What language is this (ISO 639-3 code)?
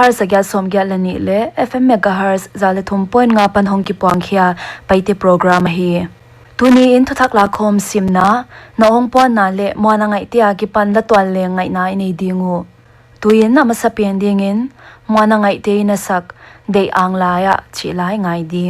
pck